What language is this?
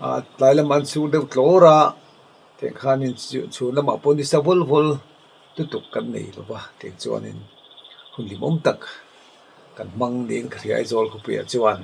Mizo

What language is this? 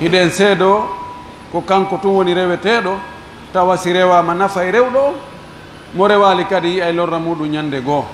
Pular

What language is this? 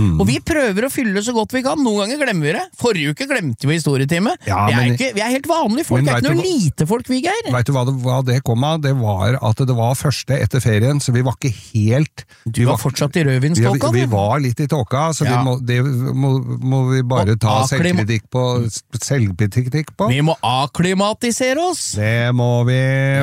Norwegian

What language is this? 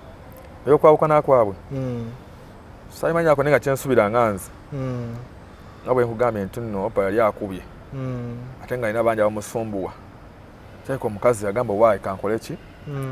Ganda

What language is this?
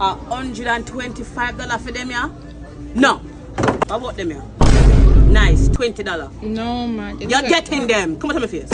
Jamaican Creole English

